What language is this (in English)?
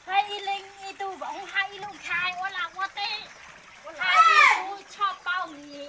Hmong